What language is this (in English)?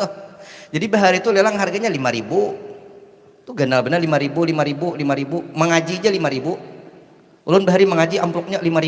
Banjar